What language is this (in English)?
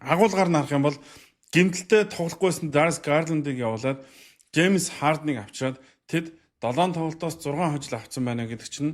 Mongolian